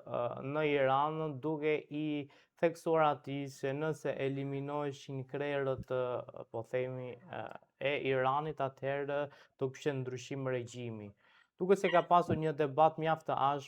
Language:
Albanian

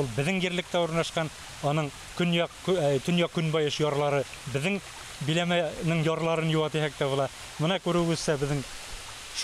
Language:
Bashkir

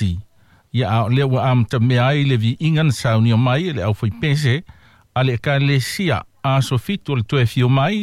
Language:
Samoan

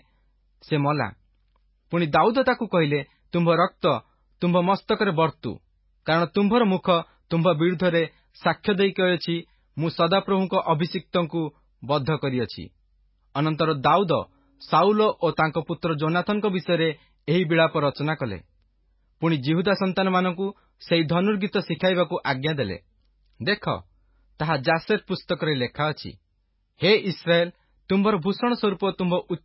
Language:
Odia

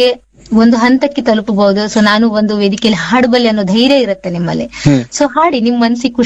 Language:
Kannada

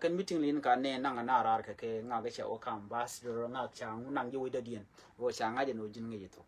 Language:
Nuer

